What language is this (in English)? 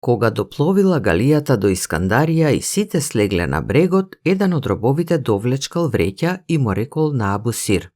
Macedonian